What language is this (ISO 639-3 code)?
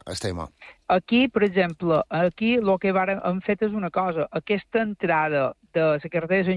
cat